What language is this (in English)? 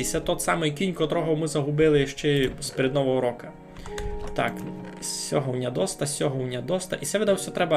Rusyn